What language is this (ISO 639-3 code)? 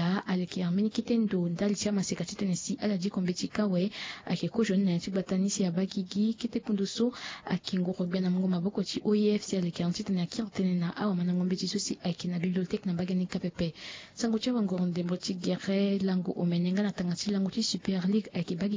sag